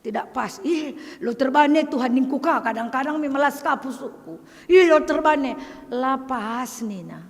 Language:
Batak Karo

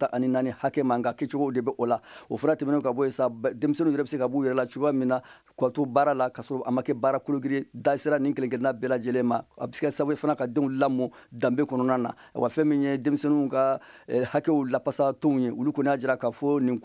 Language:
Bambara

